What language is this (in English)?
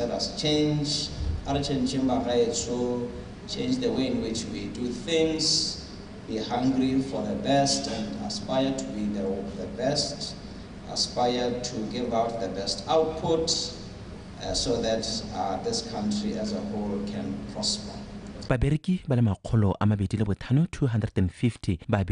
Tswana